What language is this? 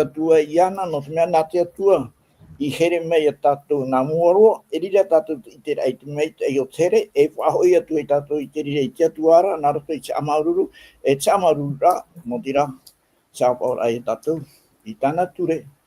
Tahitian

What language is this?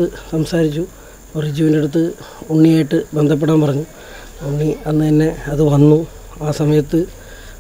Malayalam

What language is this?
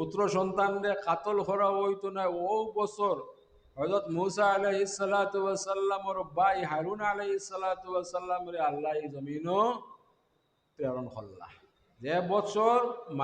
Sylheti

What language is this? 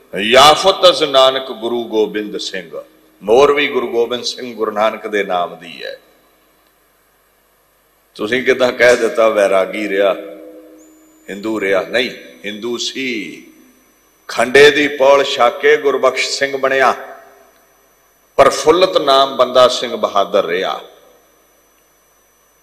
Punjabi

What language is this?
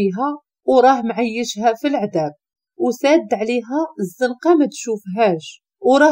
Moroccan Arabic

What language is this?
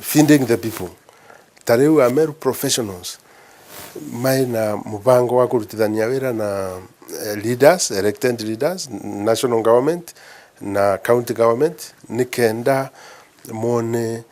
Meru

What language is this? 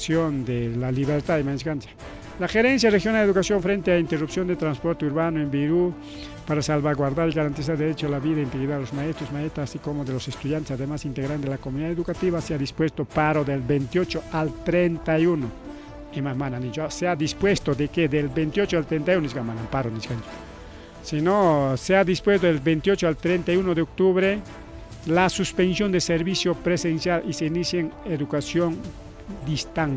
Ayacucho Quechua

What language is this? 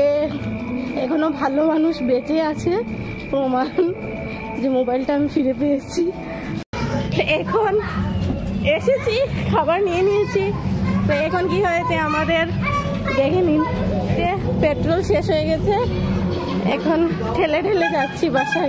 Bangla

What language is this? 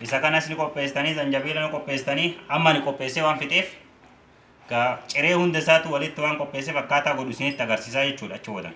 Oromo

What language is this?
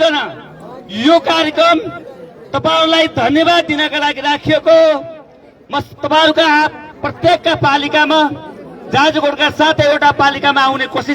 Nepali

